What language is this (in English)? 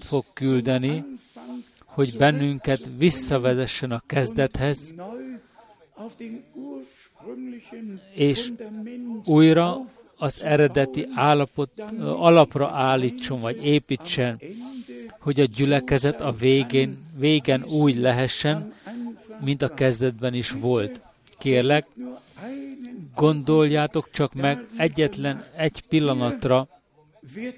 Hungarian